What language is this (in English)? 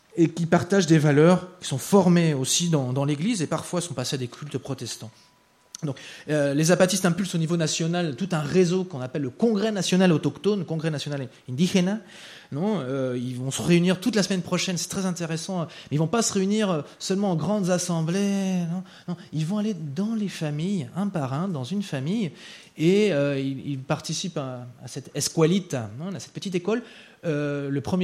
French